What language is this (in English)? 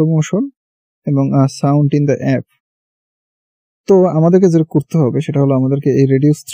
Bangla